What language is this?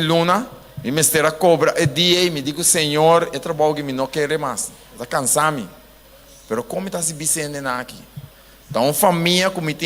Papiamento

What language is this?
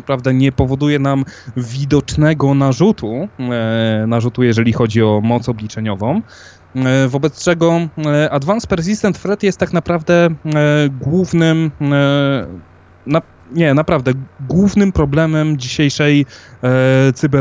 Polish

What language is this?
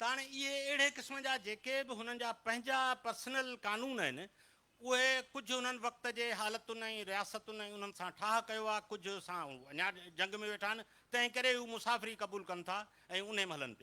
Sindhi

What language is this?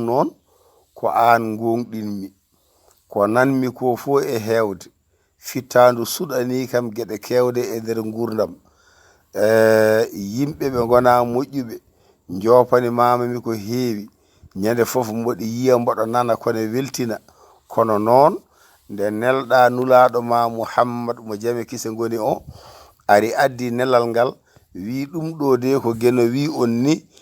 Fula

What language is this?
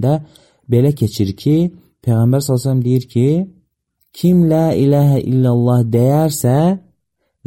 Azerbaijani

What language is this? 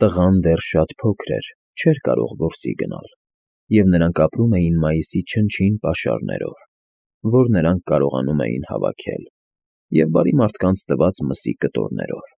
Armenian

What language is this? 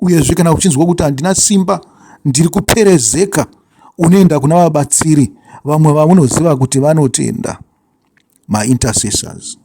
Shona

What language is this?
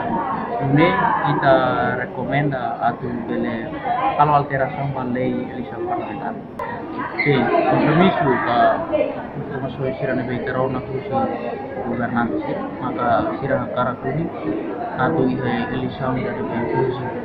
Tetum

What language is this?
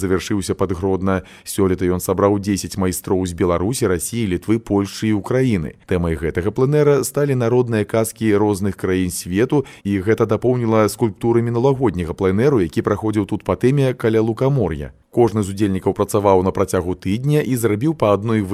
Belarusian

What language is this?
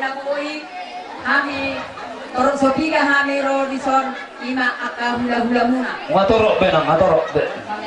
Batak Toba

